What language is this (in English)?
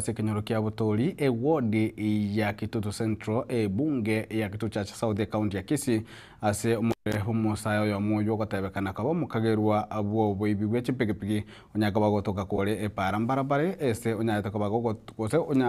Gusii